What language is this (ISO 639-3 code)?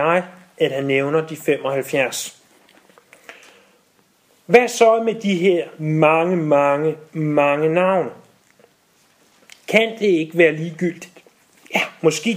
dan